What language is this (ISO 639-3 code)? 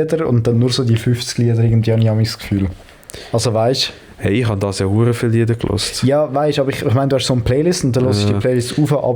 gsw